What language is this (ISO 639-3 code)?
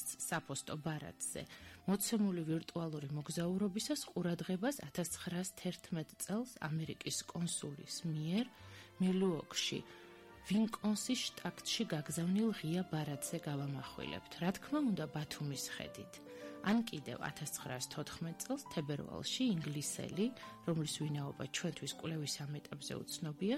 kat